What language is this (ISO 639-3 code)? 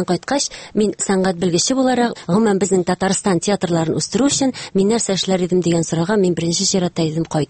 tat